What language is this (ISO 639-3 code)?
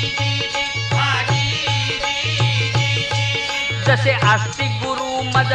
mar